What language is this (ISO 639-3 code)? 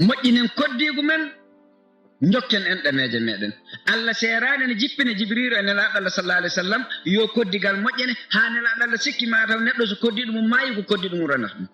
ful